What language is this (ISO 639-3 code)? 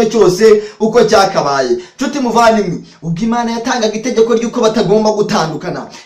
kin